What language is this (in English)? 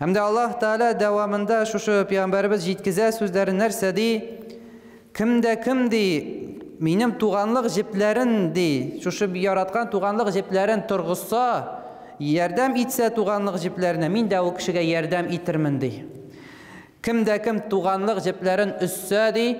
Tatar